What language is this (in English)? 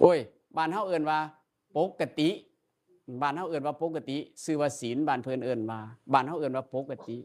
Northeastern Thai